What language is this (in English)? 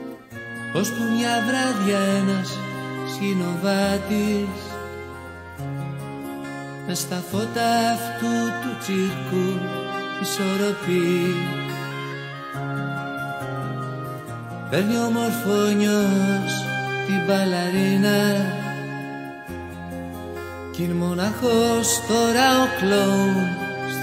Greek